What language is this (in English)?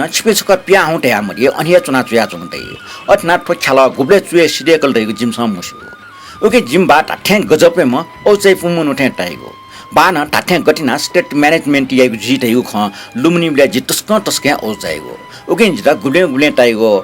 Newari